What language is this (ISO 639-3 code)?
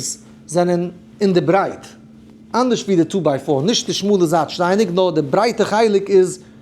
yid